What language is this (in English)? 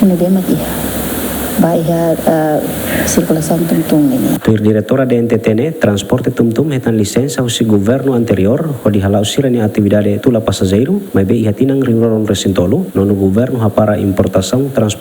Tetum